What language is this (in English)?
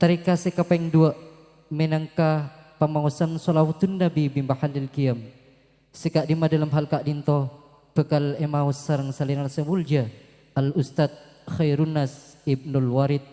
Madurese